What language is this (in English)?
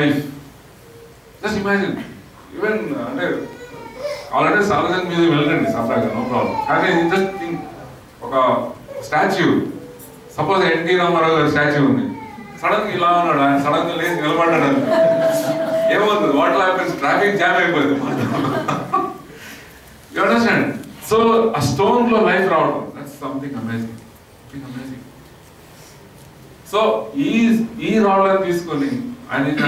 Telugu